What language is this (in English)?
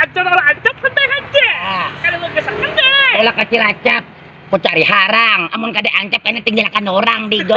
Banjar